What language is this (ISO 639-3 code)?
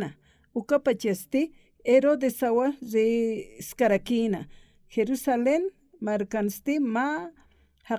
aym